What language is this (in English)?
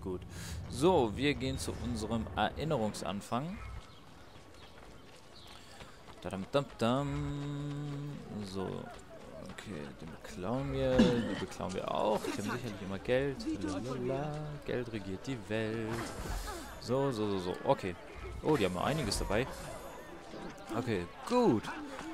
German